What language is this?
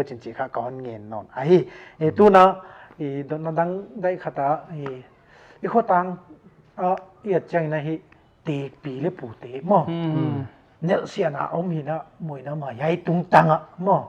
Paite Chin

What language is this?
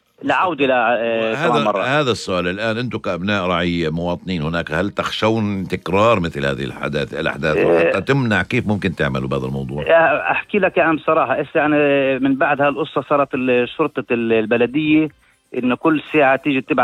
North Levantine Arabic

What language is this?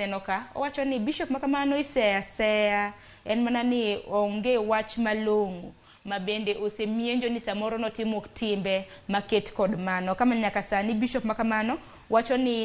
Luo (Kenya and Tanzania)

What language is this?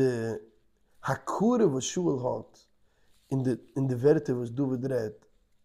Yiddish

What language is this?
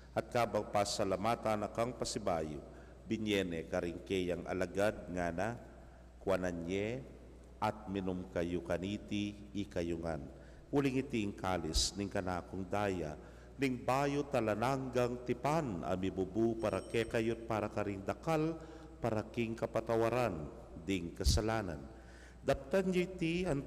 Pampanga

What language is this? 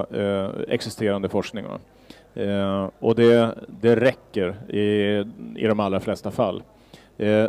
Swedish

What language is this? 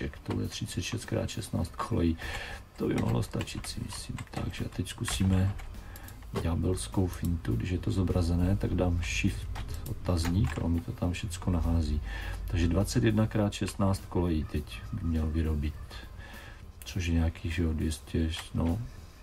Czech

